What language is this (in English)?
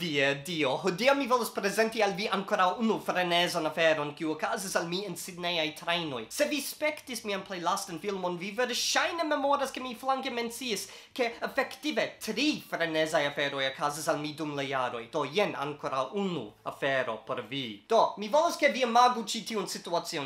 Esperanto